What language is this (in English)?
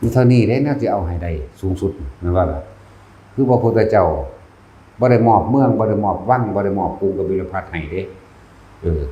Northeastern Thai